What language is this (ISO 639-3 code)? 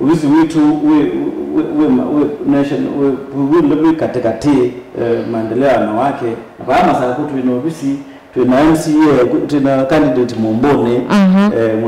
kam